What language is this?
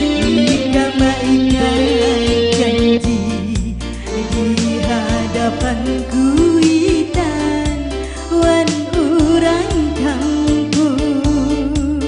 Banjar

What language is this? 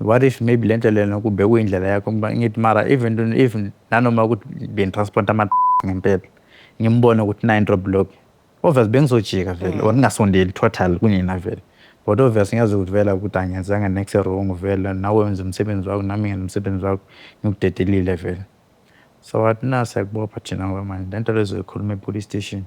Zulu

